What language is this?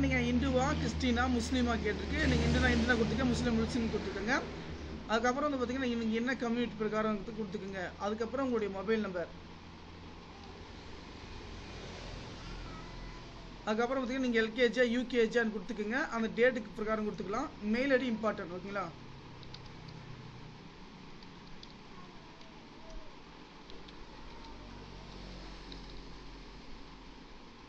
Tamil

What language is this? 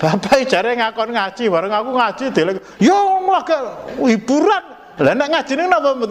Javanese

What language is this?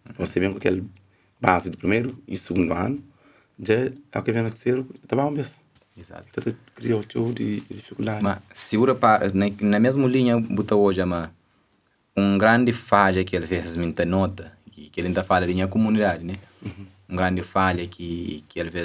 Kabuverdianu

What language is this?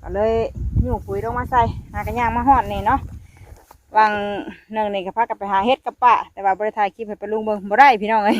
Northeastern Thai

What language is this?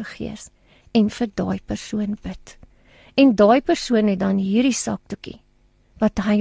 Afrikaans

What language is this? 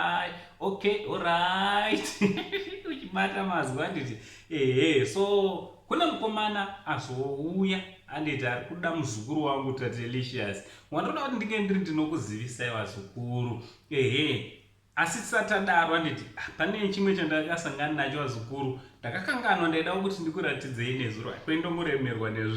Shona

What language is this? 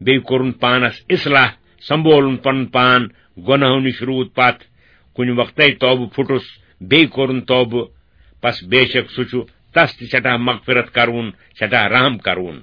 Kashmiri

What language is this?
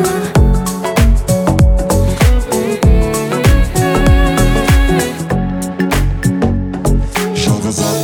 Kazakh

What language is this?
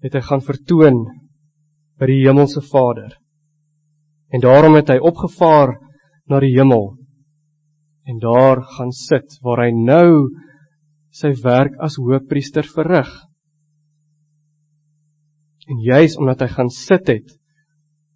Afrikaans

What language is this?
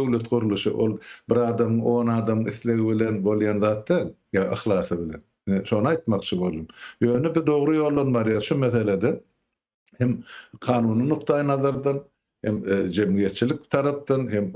Turkmen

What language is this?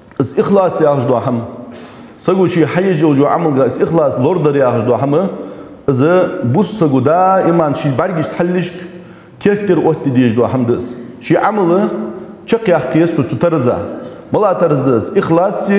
Ingush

